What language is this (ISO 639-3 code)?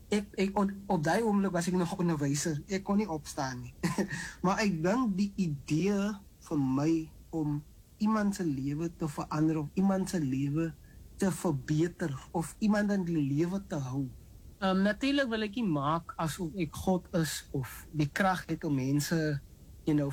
afr